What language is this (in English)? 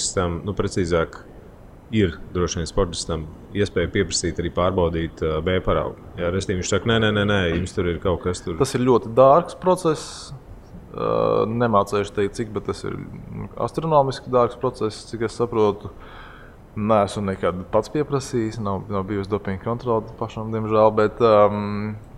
Latvian